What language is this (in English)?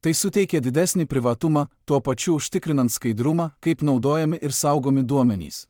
Lithuanian